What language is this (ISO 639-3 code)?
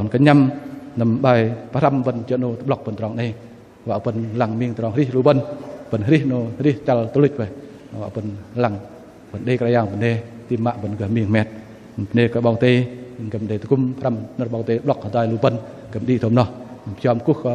bdq